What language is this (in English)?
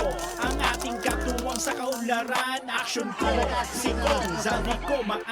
Bikol